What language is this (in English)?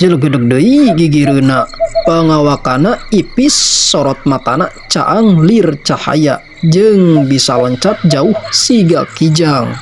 Sundanese